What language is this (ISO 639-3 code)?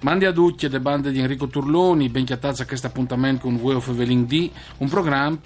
fur